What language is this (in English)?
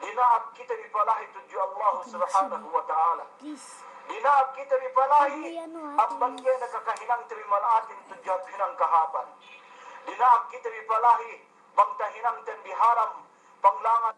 Yakan